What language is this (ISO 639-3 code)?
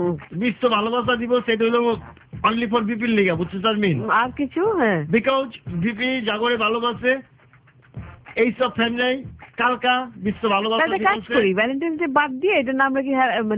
ben